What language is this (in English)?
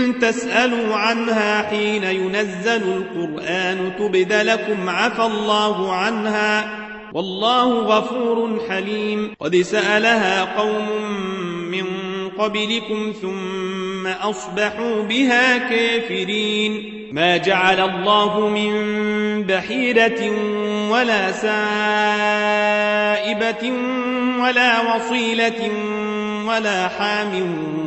Arabic